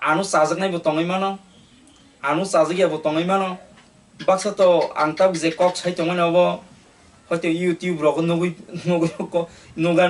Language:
Kok Borok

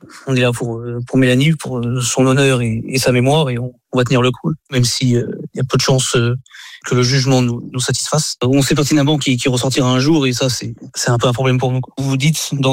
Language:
French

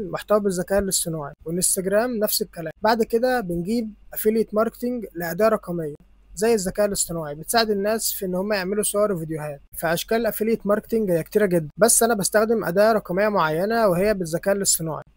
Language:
Egyptian Arabic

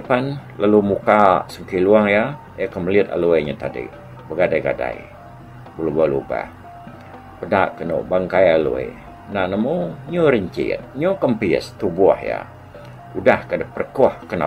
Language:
Iban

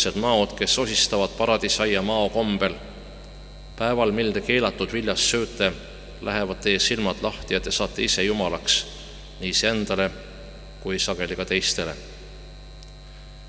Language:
Estonian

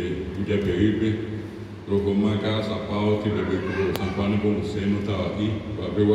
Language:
Guarani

